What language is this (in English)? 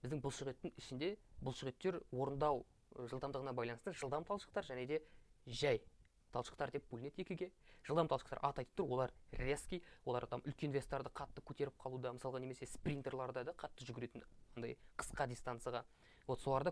Kazakh